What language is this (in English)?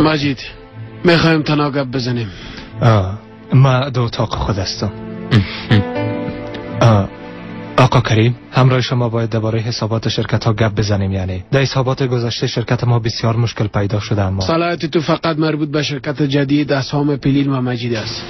Persian